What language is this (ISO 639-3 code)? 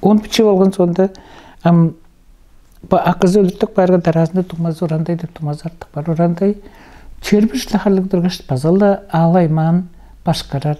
tyv